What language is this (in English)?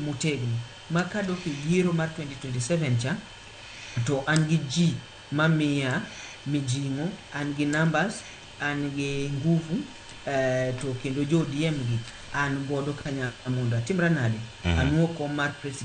Luo (Kenya and Tanzania)